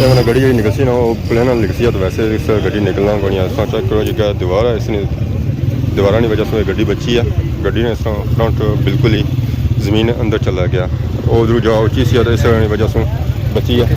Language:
Pahari-Potwari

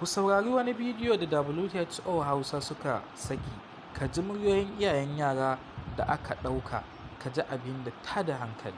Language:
Hausa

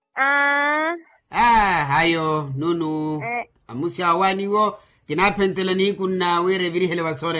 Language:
Makhuwa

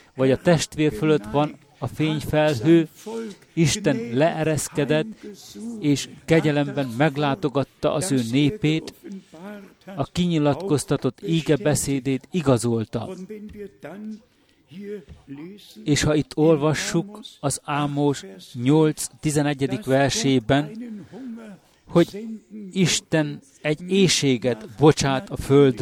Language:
Hungarian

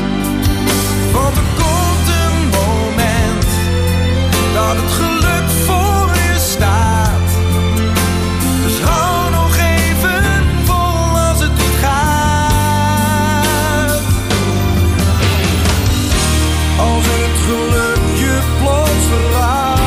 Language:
Dutch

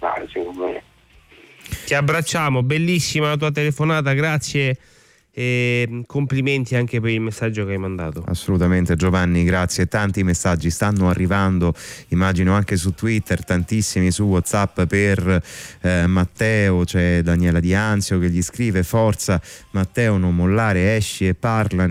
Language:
Italian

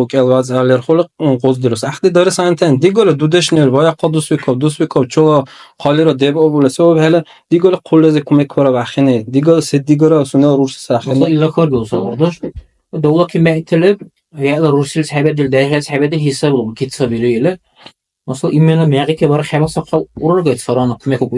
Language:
Dargwa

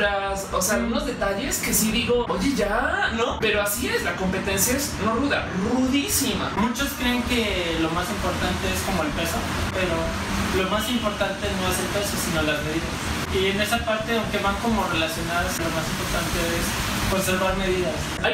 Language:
Spanish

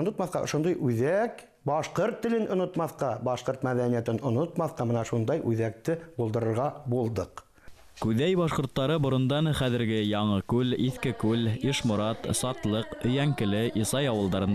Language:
Bashkir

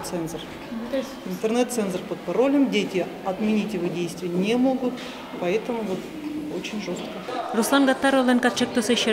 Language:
Udmurt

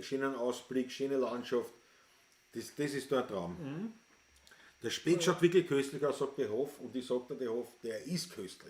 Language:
Bavarian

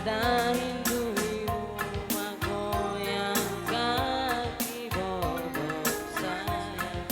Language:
Batak Karo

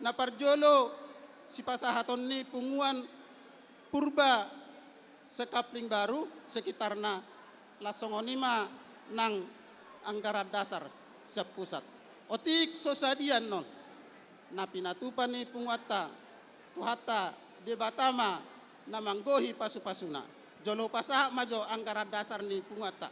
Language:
Batak Toba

